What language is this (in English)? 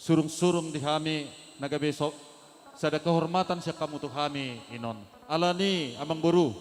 Batak Simalungun